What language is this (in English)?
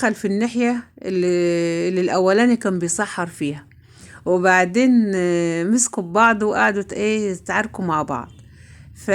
Egyptian Arabic